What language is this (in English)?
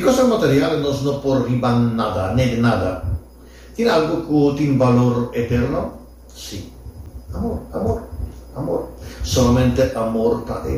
Papiamento